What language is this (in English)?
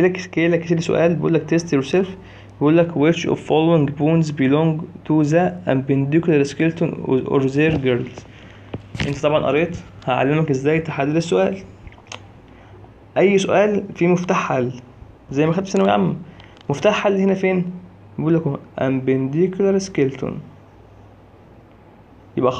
Egyptian Arabic